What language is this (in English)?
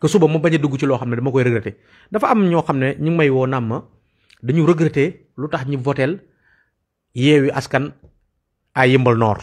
Wolof